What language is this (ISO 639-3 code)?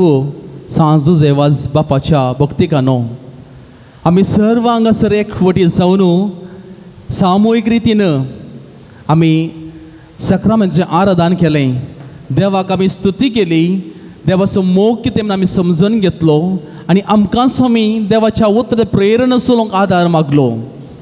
kok